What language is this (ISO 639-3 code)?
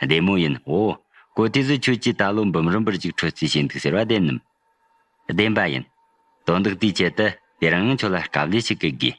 bod